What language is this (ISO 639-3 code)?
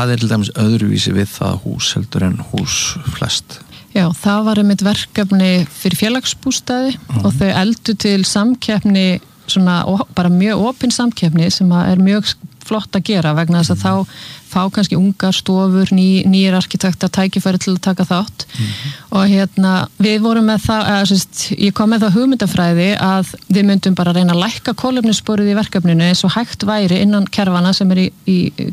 isl